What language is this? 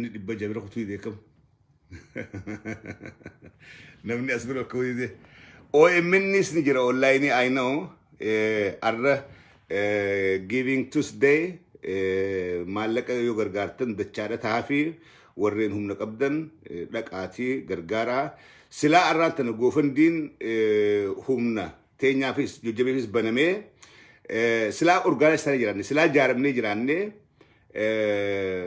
Oromo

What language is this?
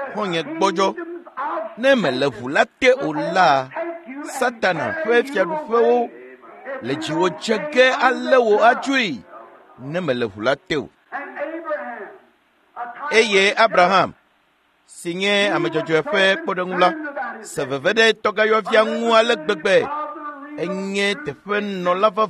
Ewe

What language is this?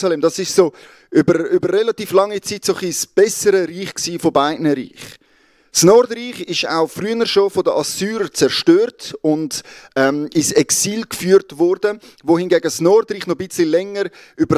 Swiss German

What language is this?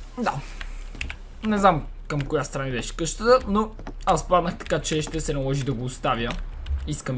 Bulgarian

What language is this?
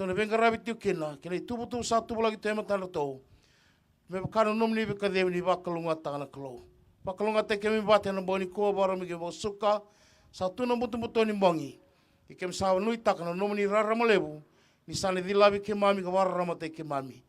Fijian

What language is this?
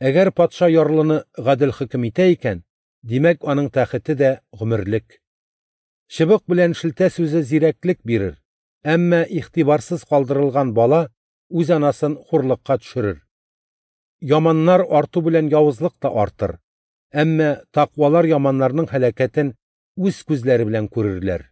Tatar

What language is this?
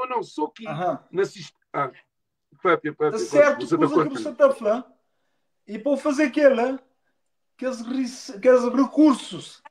Kabuverdianu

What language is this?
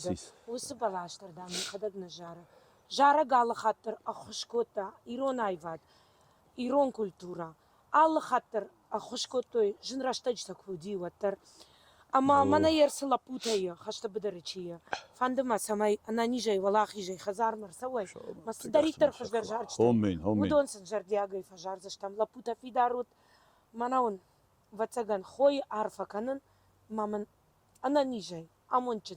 Ossetic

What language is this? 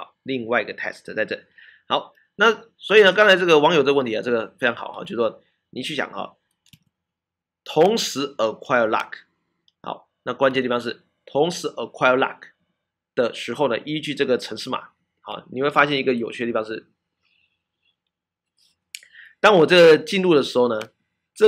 Chinese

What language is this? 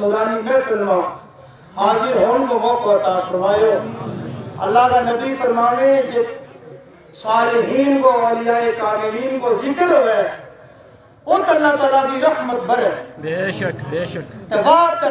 Gujari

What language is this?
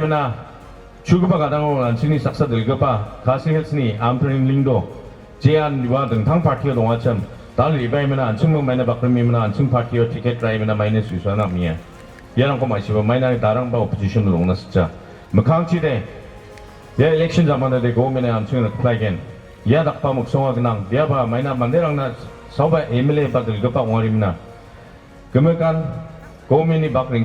Garo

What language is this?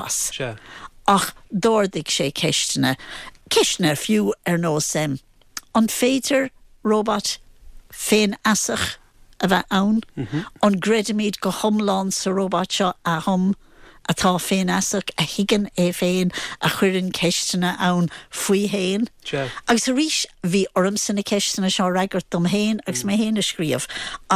Irish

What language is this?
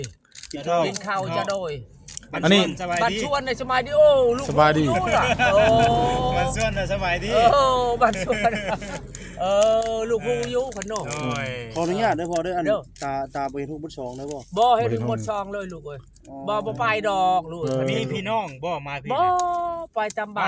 Northeastern Thai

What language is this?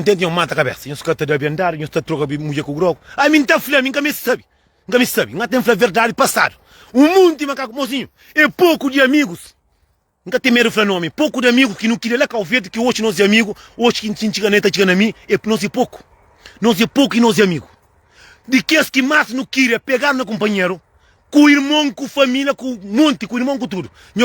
Kabuverdianu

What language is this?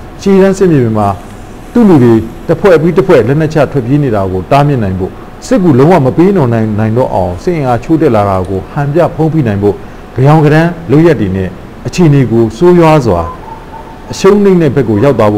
Burmese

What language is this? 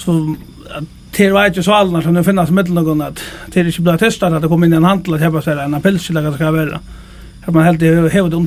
Faroese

